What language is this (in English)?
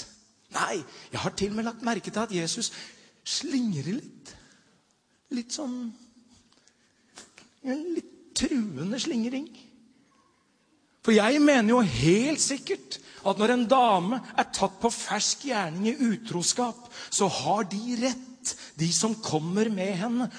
Norwegian